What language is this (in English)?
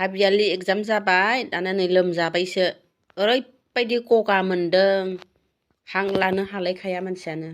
Bodo